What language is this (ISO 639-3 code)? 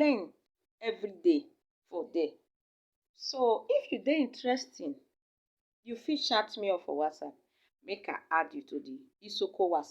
pcm